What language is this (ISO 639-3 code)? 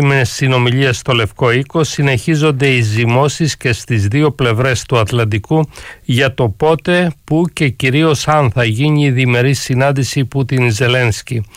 ell